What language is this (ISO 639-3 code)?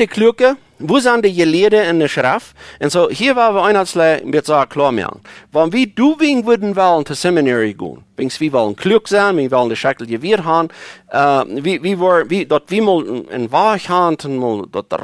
pdt